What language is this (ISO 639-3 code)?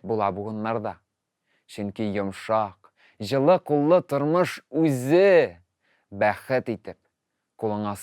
tat